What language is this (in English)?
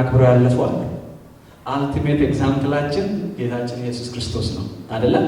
Amharic